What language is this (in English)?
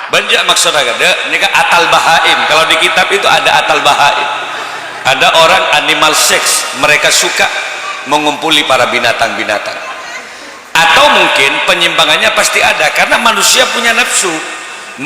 Madurese